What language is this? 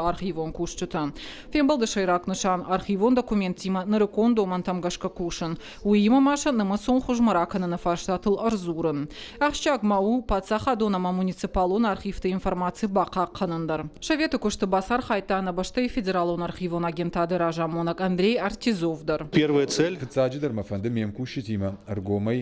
Ossetic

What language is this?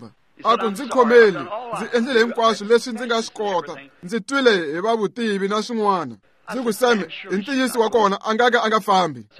Tsonga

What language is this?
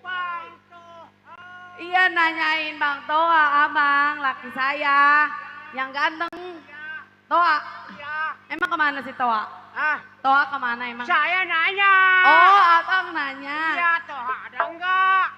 Betawi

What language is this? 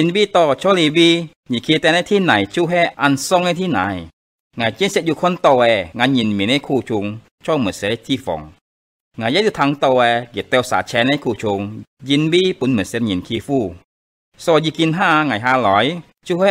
Hakka Chinese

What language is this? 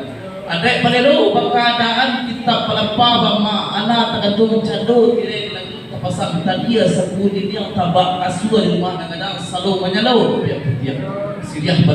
Minangkabau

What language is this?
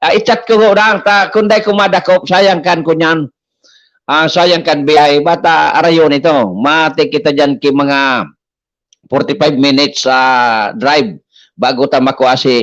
Bikol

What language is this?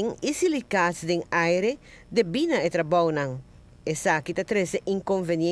Papiamento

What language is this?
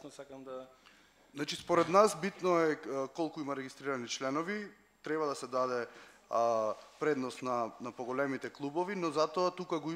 Macedonian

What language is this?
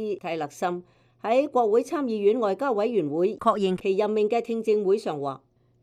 Cantonese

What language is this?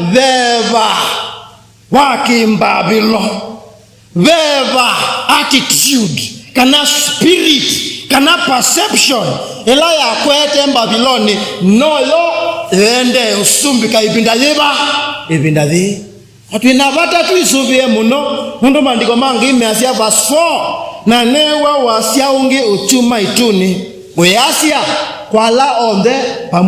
Kamba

